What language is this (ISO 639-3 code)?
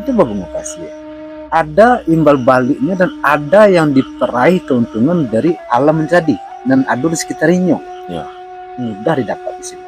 min